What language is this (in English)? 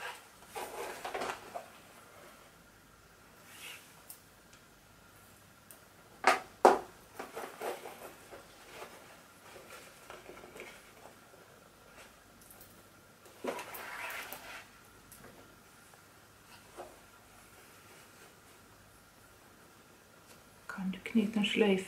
Norwegian